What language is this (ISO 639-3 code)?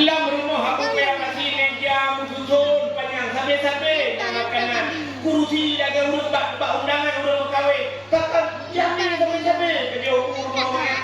ace